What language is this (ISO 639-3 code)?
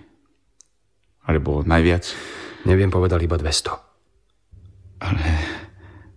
slk